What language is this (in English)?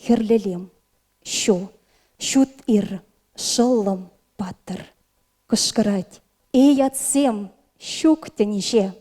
Chuvash